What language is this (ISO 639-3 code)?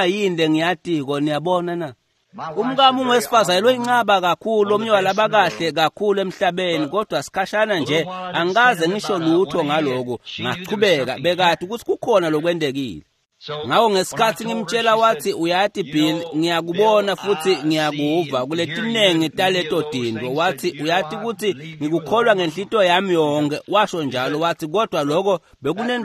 ssw